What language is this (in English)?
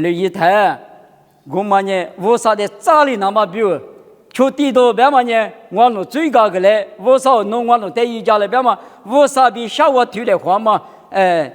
Lisu